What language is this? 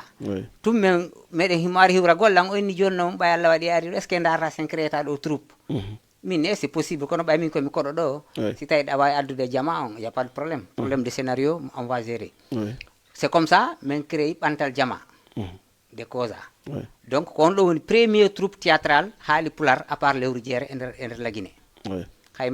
Fula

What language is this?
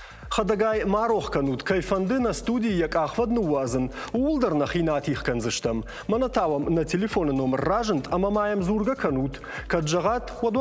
Ossetic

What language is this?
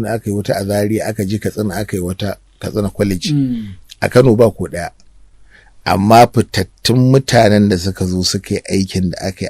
Hausa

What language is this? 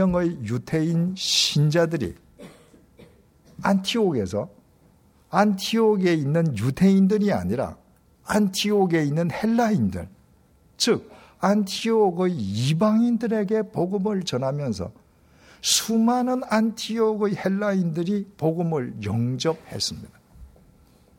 Korean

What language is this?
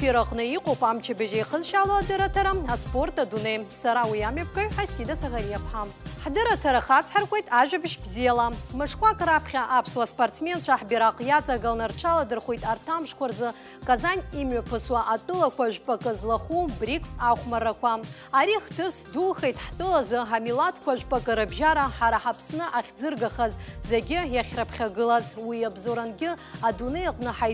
Abkhazian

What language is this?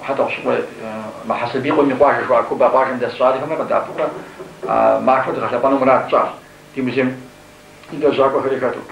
Kabardian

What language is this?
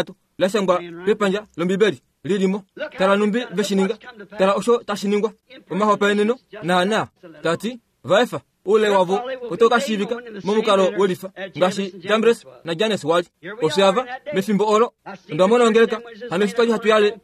Kuanyama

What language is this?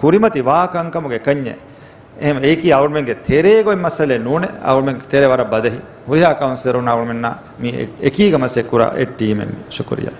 Divehi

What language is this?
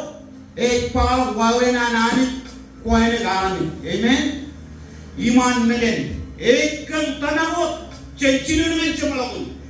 Marshallese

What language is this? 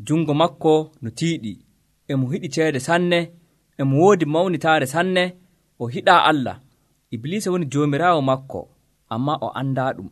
Nigerian Fulfulde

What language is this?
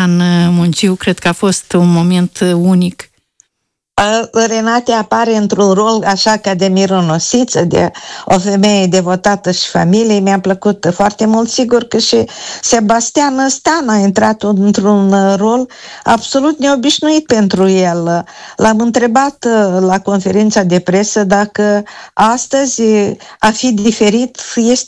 Romanian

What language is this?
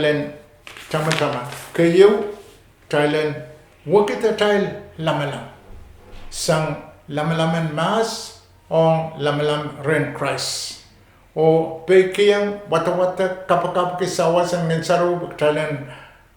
Pohnpeian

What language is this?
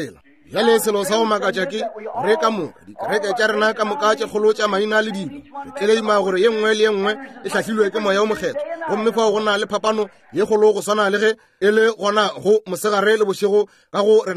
Northern Sotho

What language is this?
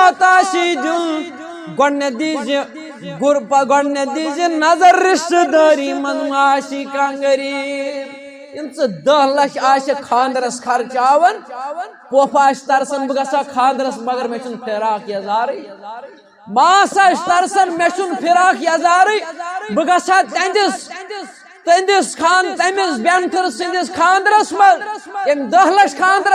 Kashmiri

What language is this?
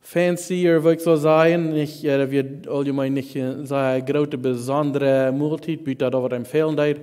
Plautdietsch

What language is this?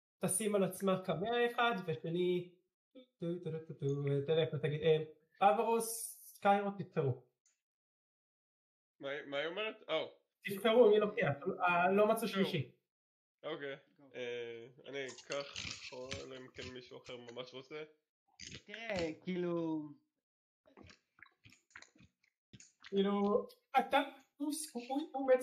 Hebrew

